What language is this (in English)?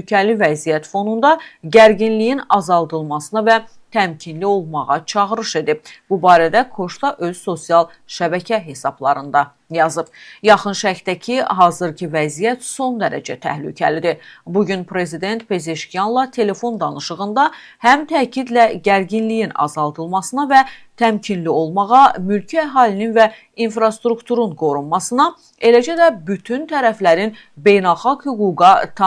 Azerbaijani